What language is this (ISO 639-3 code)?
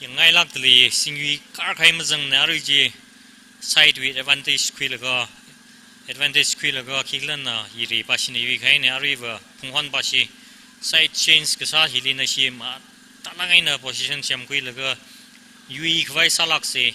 nmf